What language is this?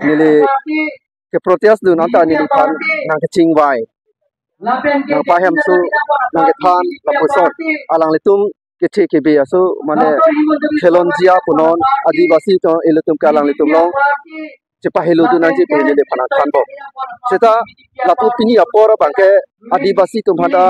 Karbi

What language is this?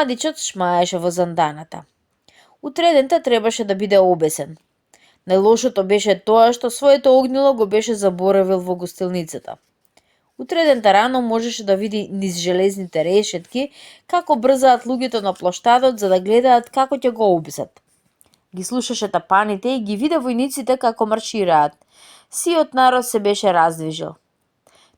Macedonian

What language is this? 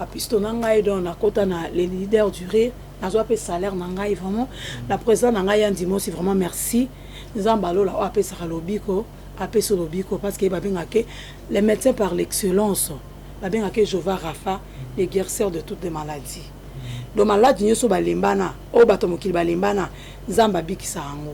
Lingala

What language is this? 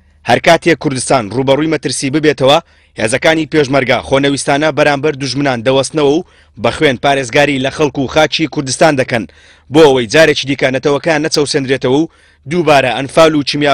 Central Kurdish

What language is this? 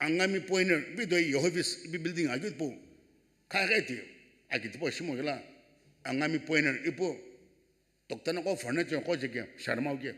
Sumi Naga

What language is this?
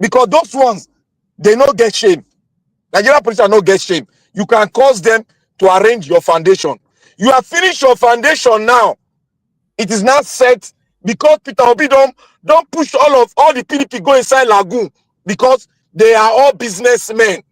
Nigerian Pidgin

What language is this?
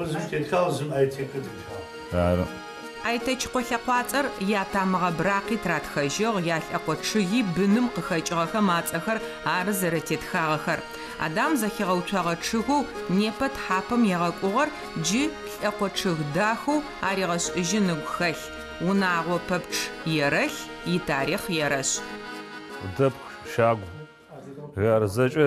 Adyghe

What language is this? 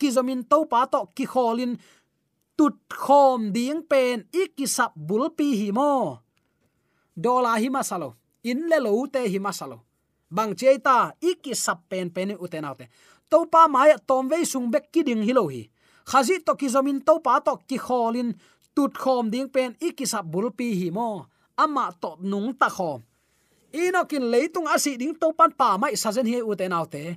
Tedim Chin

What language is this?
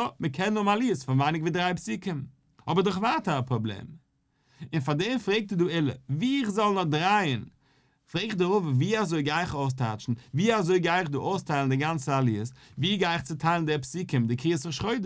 Yiddish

